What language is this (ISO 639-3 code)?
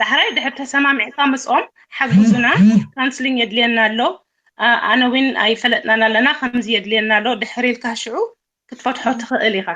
tir